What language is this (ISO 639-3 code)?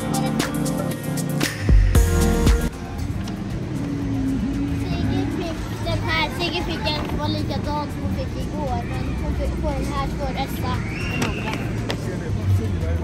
swe